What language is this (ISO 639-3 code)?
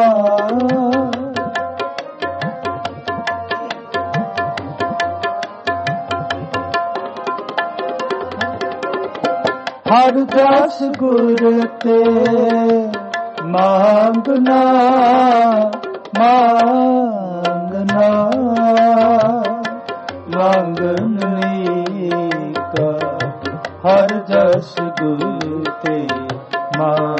pan